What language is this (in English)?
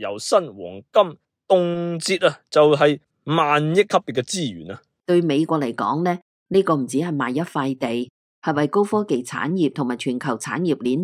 Cantonese